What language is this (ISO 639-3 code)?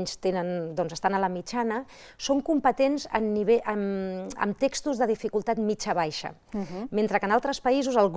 cat